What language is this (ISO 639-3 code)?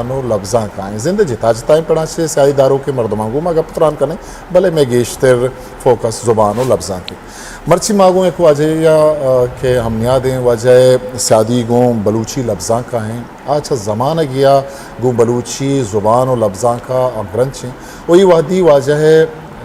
bgp